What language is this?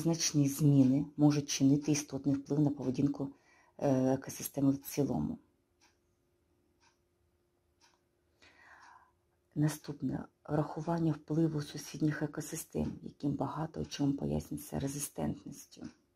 Ukrainian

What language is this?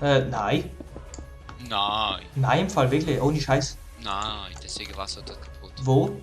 Swiss German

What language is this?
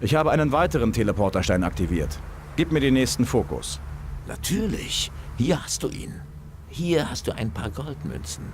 Bavarian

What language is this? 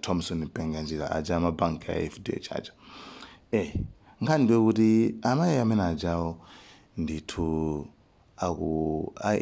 Nyanja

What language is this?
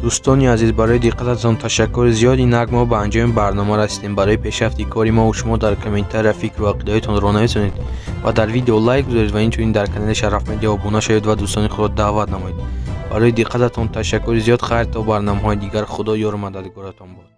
Tajik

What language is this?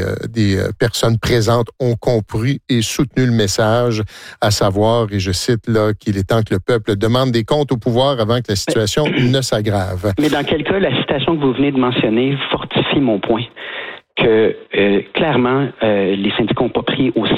French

